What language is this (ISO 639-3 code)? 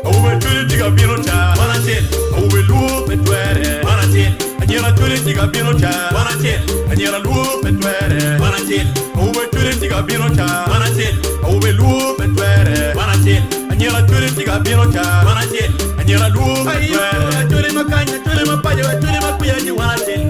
ach